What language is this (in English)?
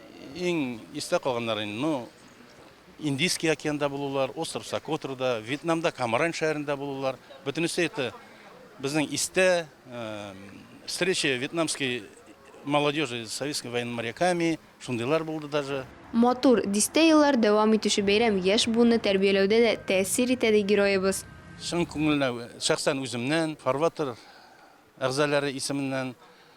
Tatar